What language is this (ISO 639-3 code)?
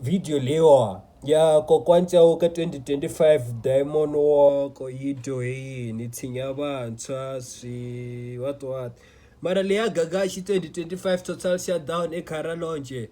tso